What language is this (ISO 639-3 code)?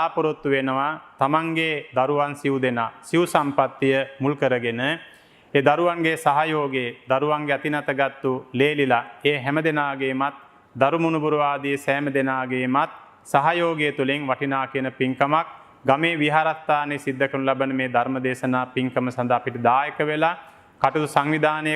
sin